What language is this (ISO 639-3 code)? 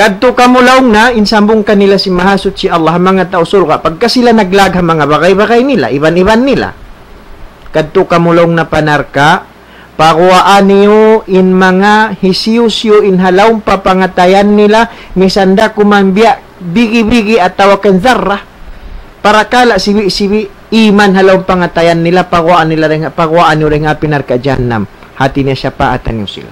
tsg